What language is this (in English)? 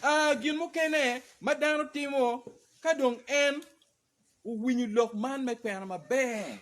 Acoli